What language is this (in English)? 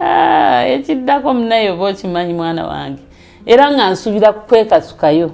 Ganda